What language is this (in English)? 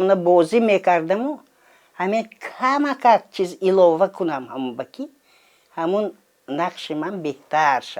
Tajik